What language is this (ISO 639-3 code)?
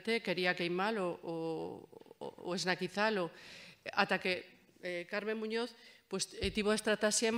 glg